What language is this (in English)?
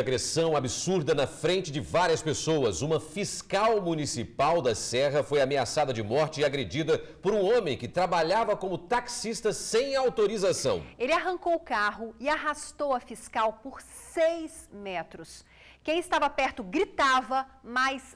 Portuguese